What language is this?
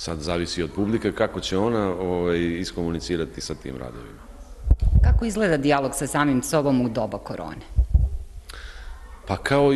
Serbian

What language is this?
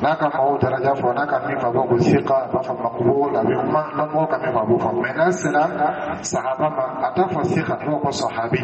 Dyula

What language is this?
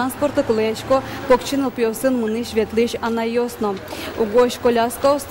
Udmurt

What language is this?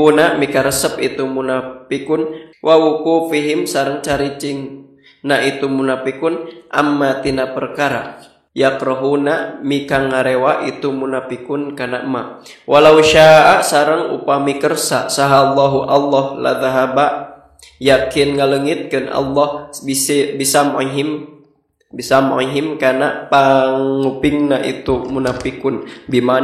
Sundanese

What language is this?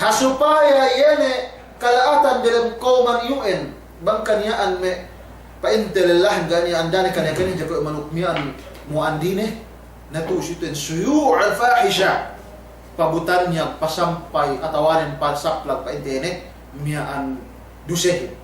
Yakan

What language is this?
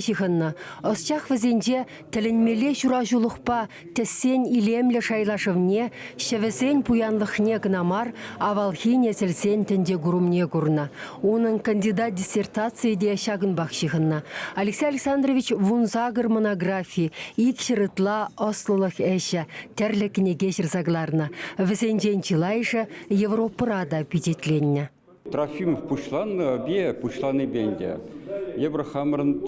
Chuvash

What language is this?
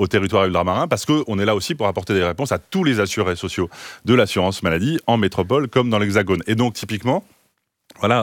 French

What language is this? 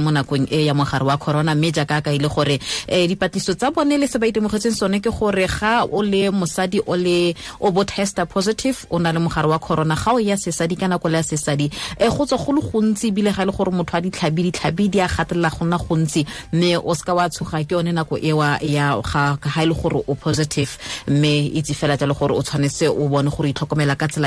Tswana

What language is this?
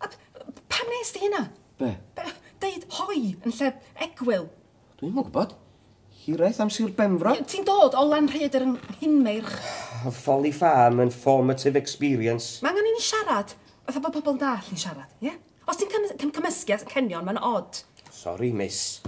Welsh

